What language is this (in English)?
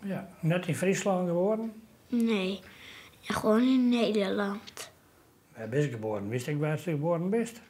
Western Frisian